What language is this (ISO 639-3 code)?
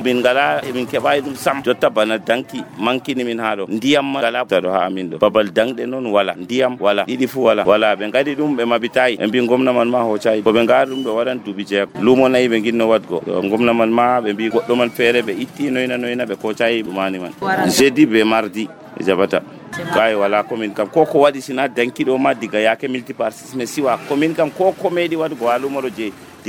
fuv